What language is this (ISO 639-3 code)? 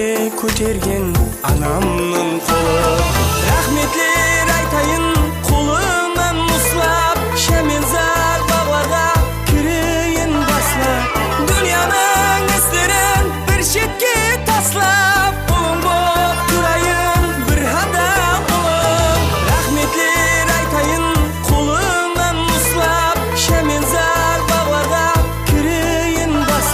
kaa